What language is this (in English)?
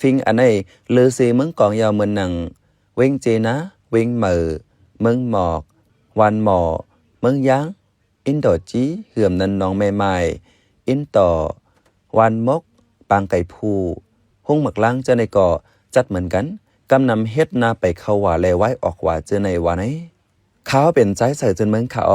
Shan